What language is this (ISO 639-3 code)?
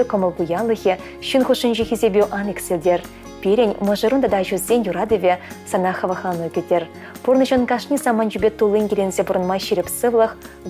chv